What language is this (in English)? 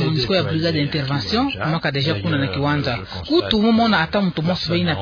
Kituba (Democratic Republic of Congo)